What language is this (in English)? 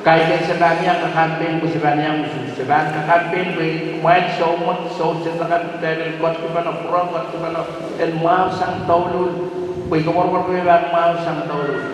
Pohnpeian